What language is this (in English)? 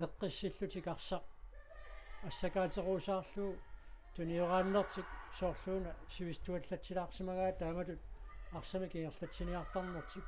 Kalaallisut